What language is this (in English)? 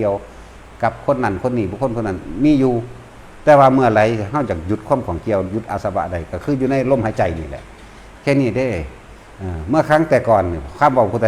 Northeastern Thai